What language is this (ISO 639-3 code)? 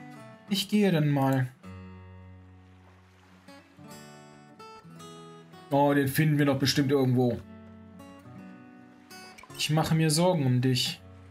deu